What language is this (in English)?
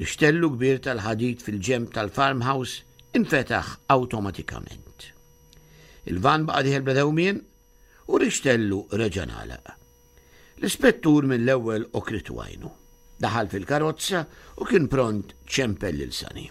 Maltese